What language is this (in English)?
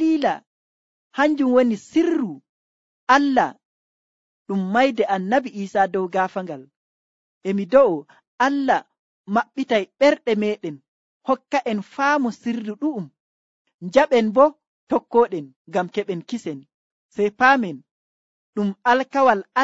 Nigerian Fulfulde